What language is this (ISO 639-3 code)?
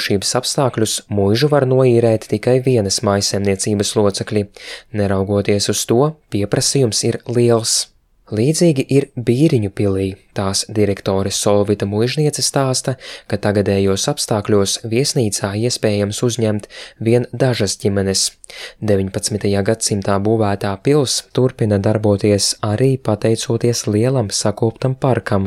lav